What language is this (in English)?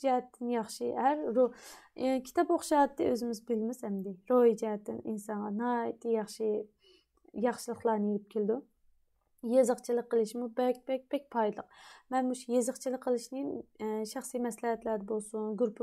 Uyghur